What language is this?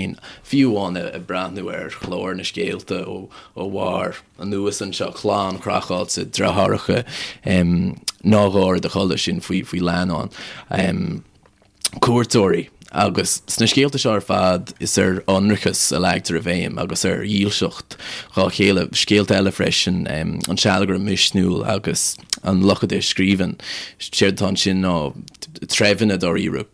Irish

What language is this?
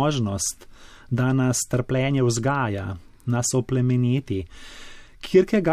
Slovenian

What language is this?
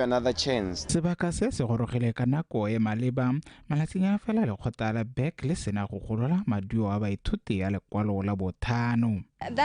Tswana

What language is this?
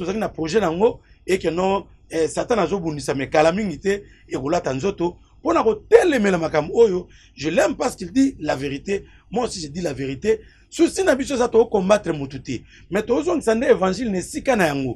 Lingala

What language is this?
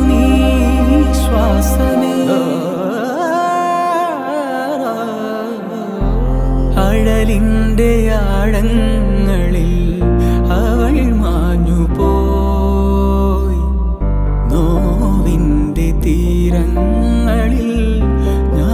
Malayalam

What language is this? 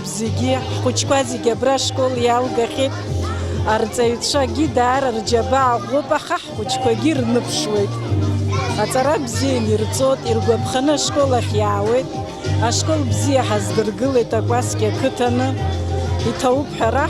Abkhazian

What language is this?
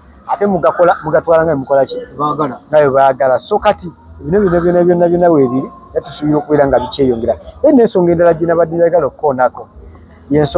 Ganda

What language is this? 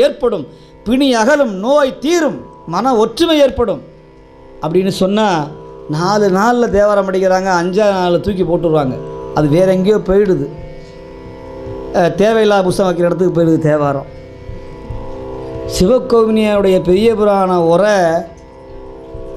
Tamil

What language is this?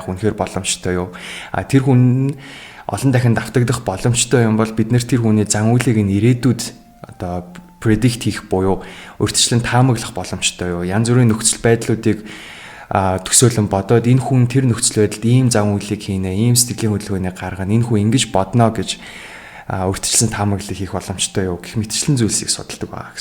Mongolian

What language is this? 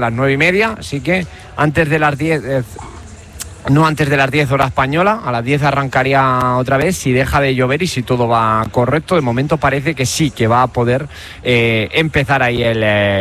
Spanish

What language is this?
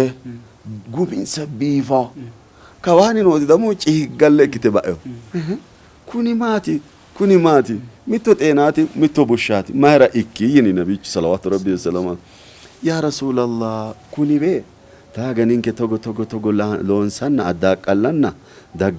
Sidamo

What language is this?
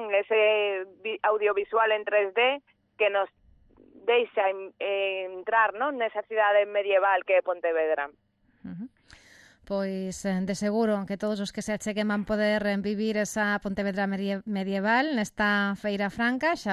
Galician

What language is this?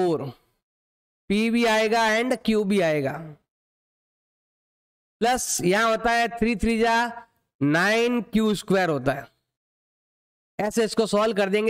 Hindi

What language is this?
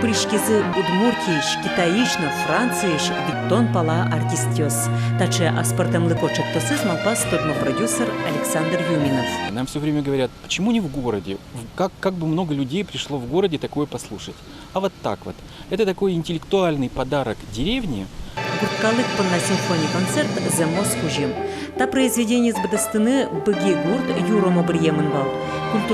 Udmurt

